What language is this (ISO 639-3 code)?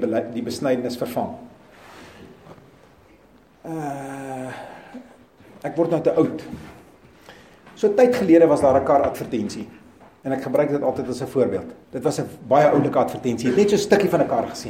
afr